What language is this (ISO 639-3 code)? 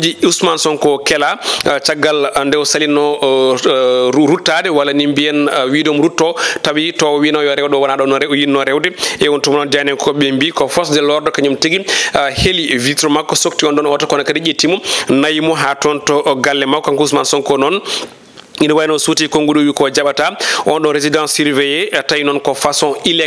ful